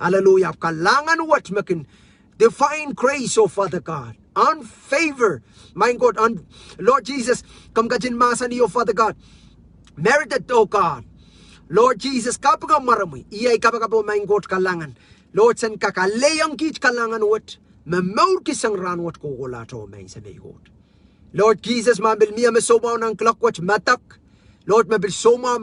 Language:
Pohnpeian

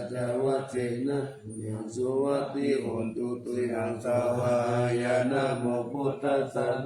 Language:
Pali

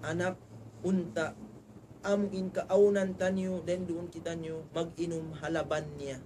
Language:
Tausug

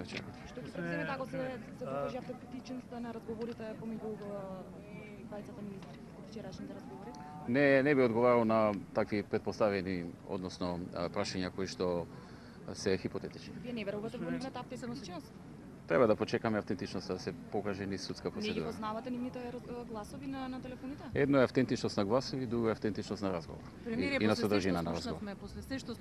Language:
Macedonian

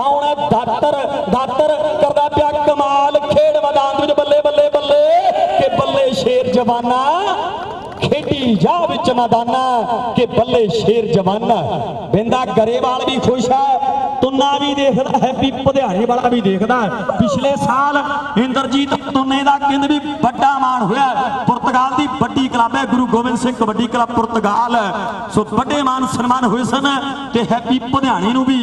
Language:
Punjabi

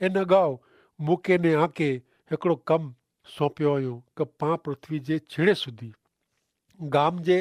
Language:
Kachhi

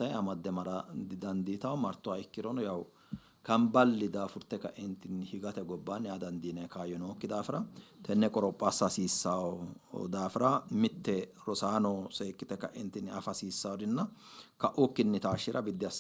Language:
Sidamo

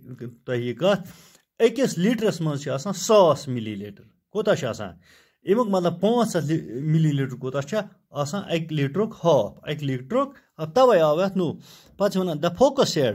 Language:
Kashmiri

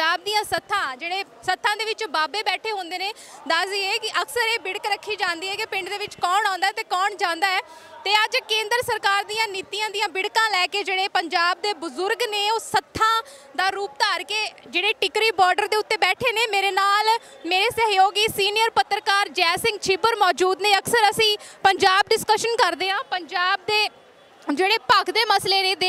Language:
Punjabi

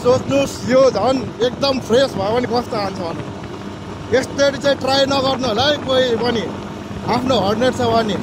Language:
Nepali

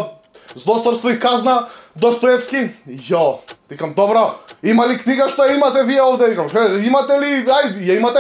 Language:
Macedonian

